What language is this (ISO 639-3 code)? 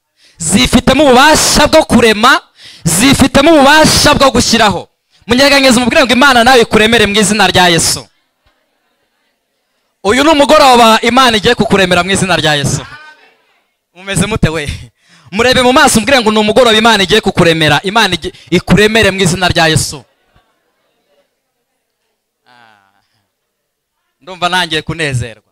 kin